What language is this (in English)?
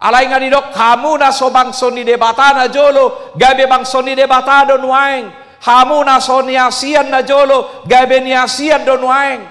Batak Toba